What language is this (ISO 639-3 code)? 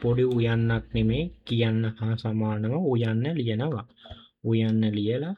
sin